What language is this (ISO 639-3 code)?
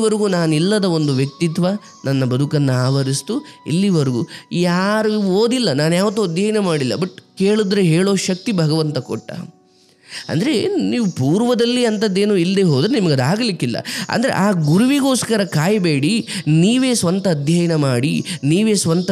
kan